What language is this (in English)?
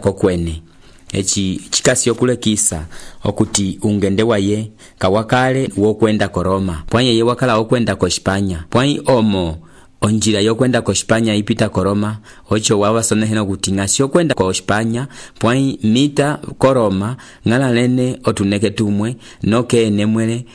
Umbundu